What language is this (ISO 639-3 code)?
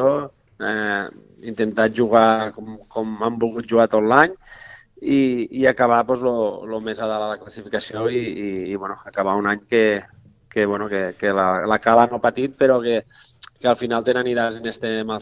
cat